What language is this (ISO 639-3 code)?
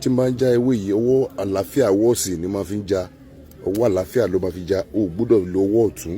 yor